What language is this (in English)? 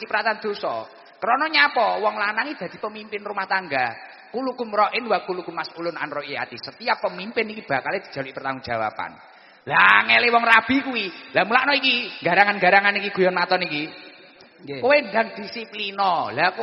Javanese